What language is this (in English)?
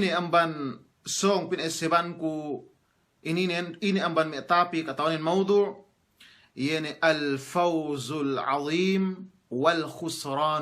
Yakan